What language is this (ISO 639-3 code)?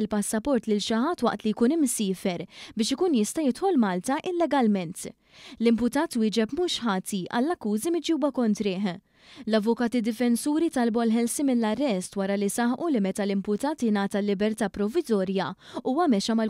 mlt